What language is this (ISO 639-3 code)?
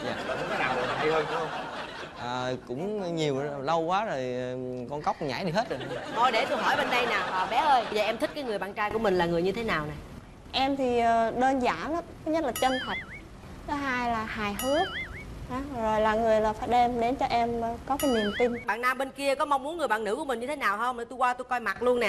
vie